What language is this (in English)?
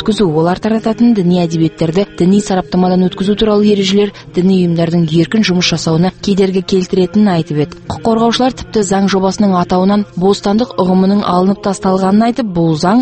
Kazakh